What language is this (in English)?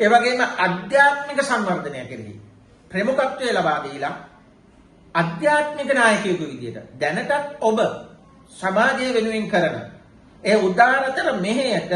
Sinhala